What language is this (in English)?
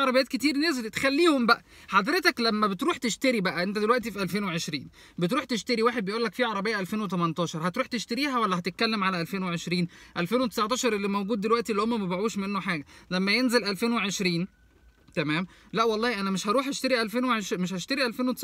Egyptian Arabic